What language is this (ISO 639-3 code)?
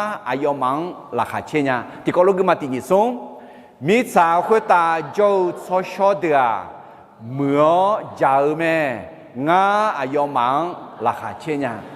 ahk